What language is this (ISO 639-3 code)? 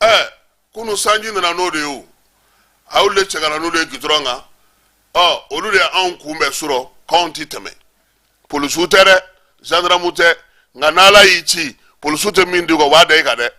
bam